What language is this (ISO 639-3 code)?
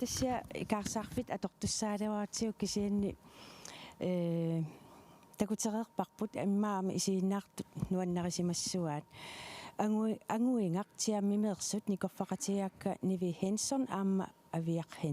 kal